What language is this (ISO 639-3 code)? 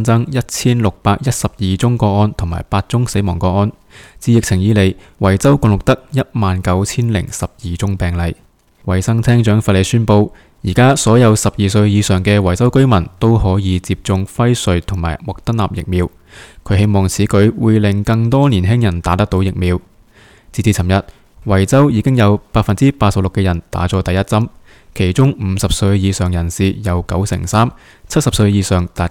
yue